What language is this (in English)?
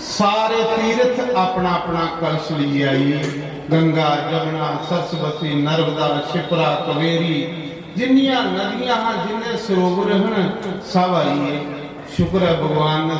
Dogri